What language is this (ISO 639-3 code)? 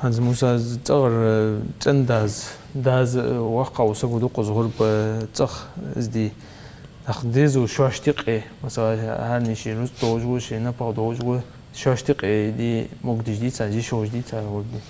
inh